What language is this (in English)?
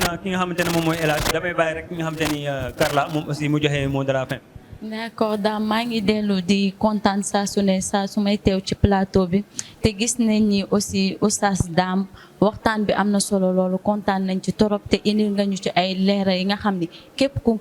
Wolof